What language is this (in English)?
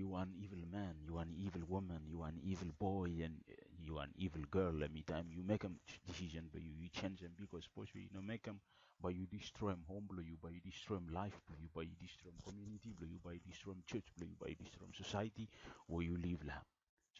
Bislama